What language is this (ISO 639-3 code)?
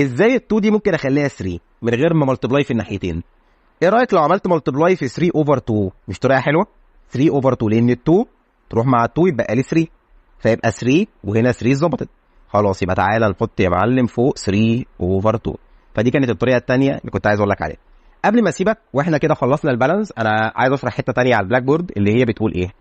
arz